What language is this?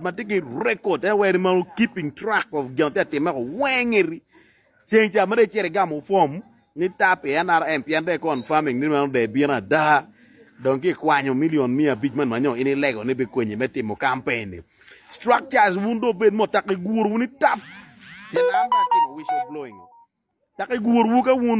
Acoli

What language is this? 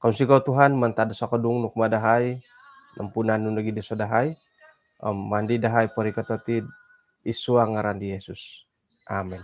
Central Dusun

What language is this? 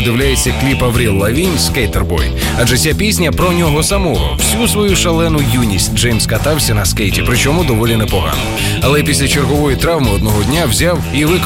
Ukrainian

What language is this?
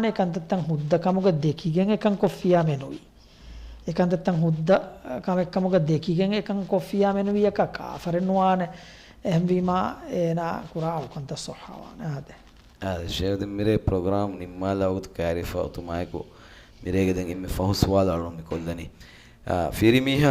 Divehi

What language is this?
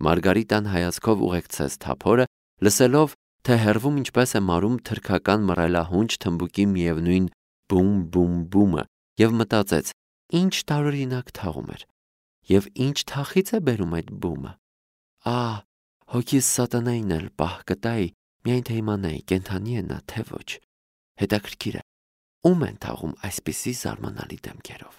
Armenian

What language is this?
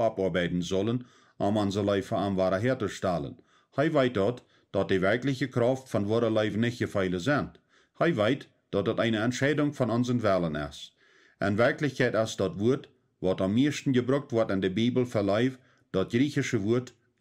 Plautdietsch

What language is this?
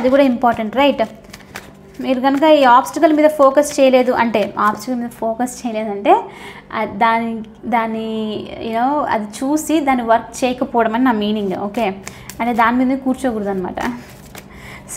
Telugu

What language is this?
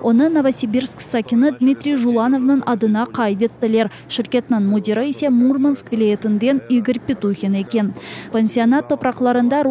Crimean Tatar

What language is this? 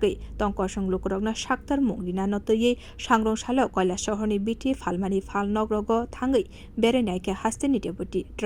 Kok Borok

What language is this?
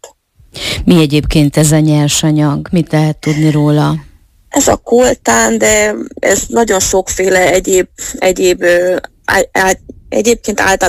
Hungarian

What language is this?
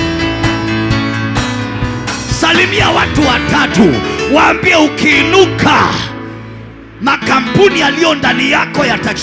Swahili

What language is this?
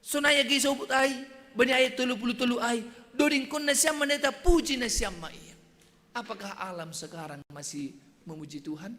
Batak Simalungun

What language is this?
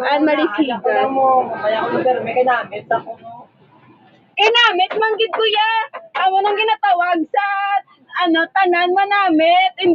Hiligaynon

